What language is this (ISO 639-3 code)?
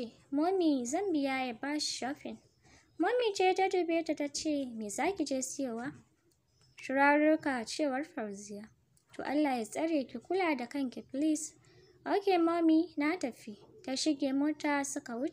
hau